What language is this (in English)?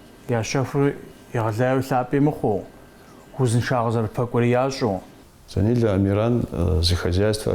Kabardian